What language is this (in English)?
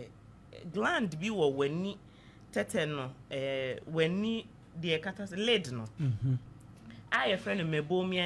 Akan